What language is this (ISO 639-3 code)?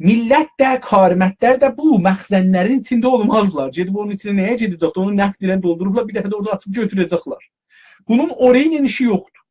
azb